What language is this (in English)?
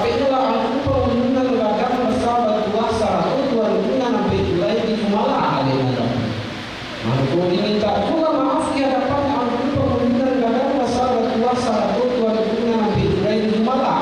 Minangkabau